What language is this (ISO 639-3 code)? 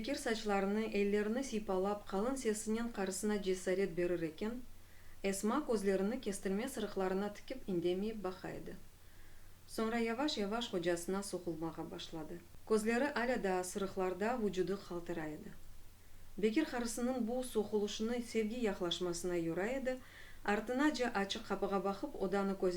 crh